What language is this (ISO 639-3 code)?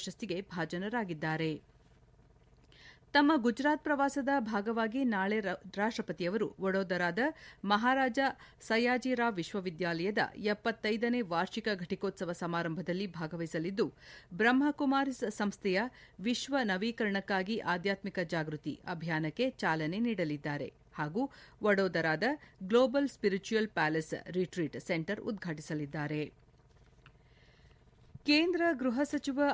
kan